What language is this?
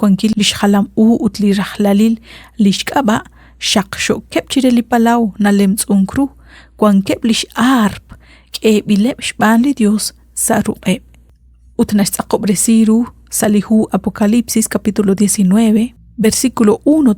Kekchí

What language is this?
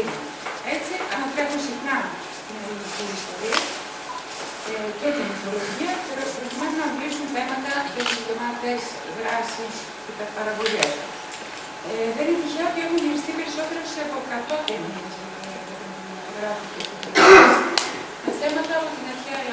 Greek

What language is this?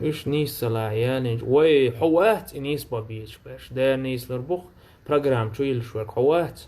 Chechen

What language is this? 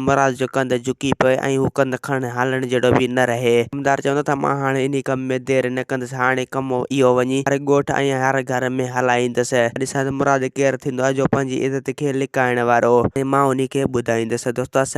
Sindhi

